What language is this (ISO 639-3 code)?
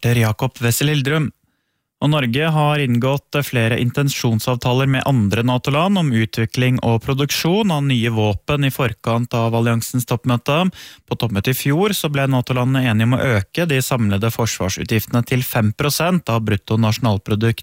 nor